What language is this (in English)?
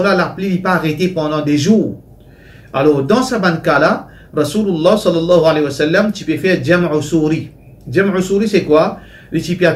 Morisyen